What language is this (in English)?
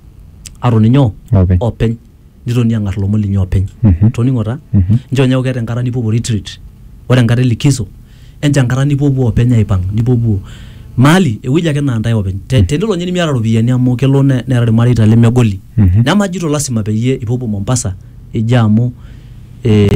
Masai